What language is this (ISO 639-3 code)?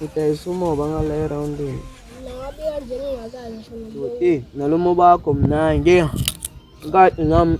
zul